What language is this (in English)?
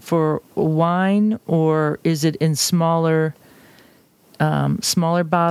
English